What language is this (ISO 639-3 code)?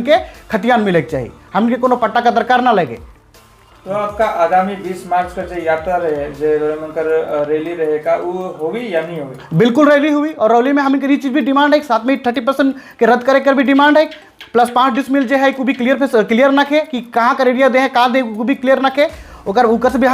sck